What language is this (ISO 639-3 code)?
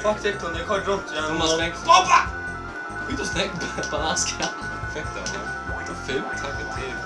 fao